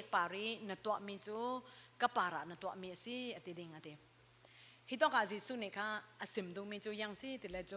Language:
Falam Chin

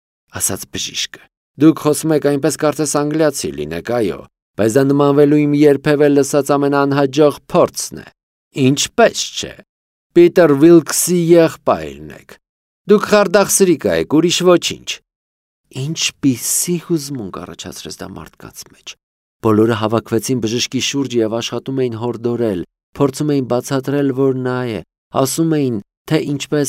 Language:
Armenian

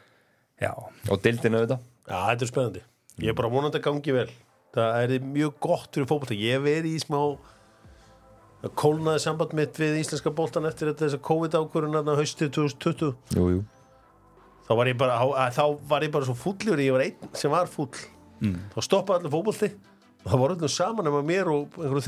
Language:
Icelandic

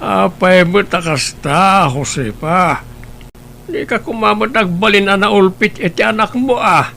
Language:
Iloko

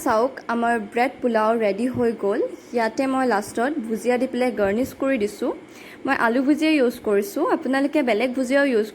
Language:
Assamese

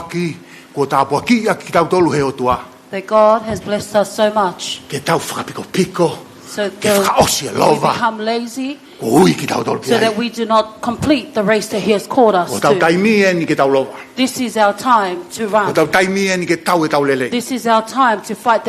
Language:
Tongan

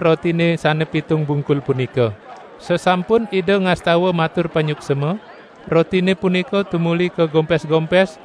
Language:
Balinese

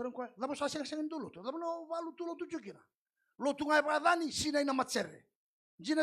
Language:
Fijian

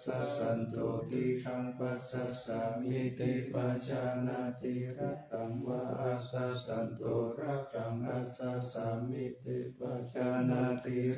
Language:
Pali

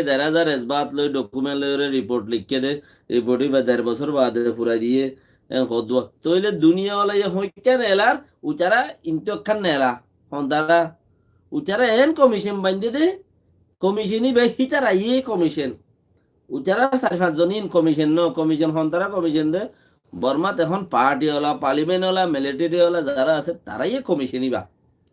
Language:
Rohingya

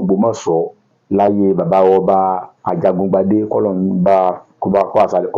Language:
Yoruba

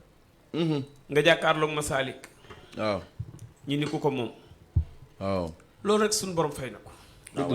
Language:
Wolof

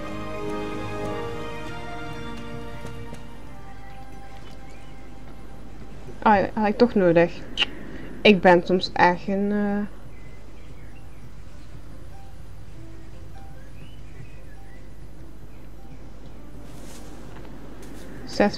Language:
Dutch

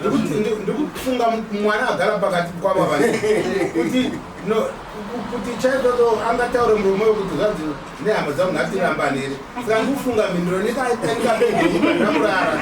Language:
Shona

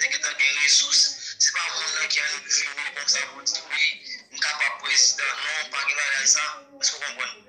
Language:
Haitian Creole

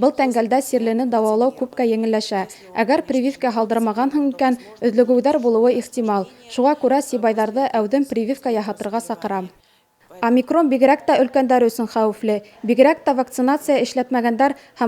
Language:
Bashkir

